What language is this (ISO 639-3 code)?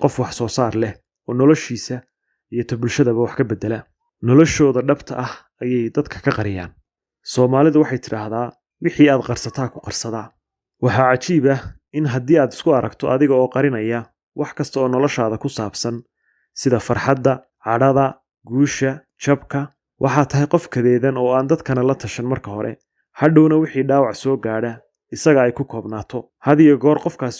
som